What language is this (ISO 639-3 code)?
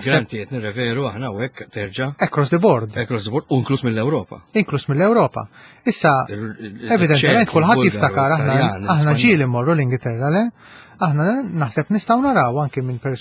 mlt